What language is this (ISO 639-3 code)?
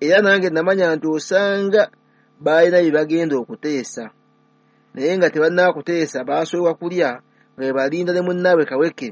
lug